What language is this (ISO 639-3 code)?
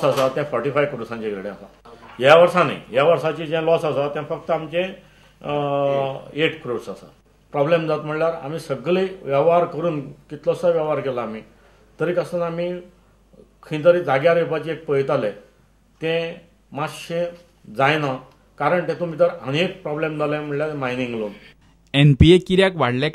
kok